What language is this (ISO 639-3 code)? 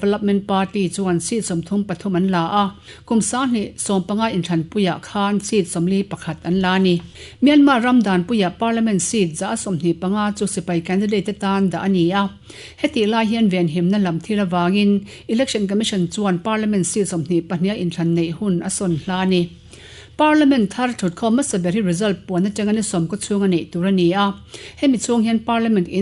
lus